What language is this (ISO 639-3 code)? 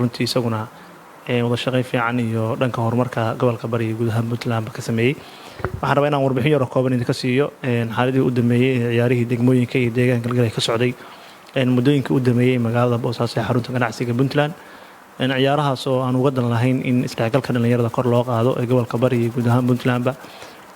som